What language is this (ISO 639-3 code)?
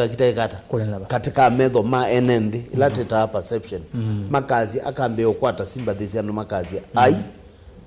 kam